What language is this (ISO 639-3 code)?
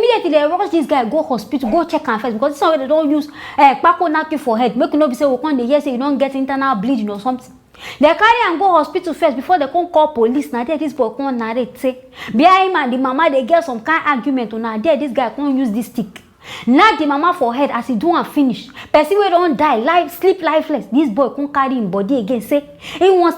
pcm